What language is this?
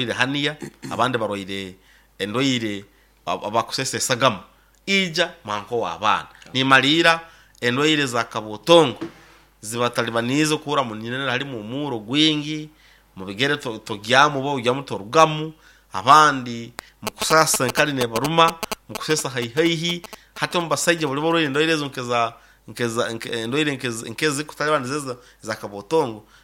Nyoro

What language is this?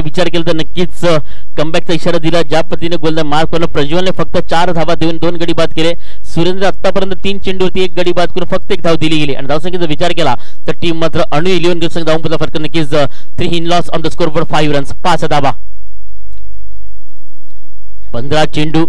Marathi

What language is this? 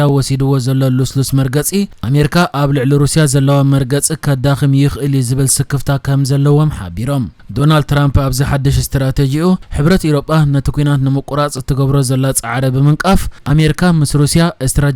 Tigrinya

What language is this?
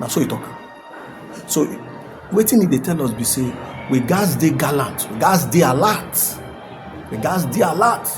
Nigerian Pidgin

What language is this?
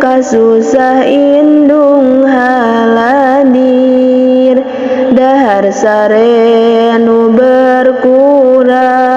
Sundanese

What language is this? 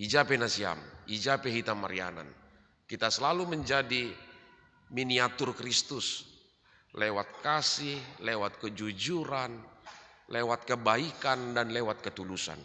Batak Simalungun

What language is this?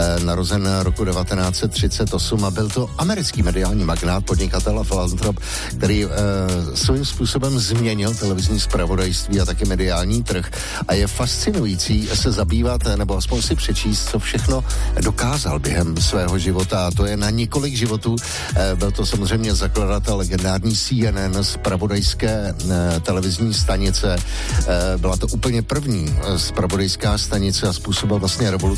Czech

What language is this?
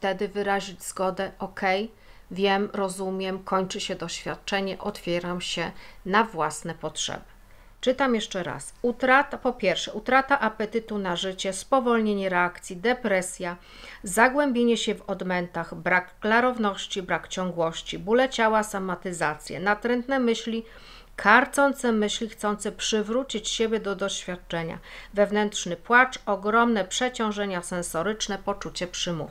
Polish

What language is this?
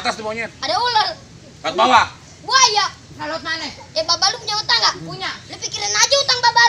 Betawi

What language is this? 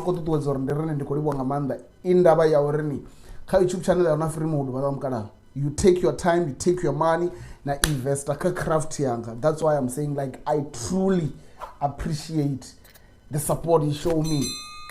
Venda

